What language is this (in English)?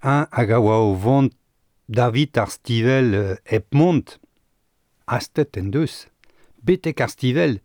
Breton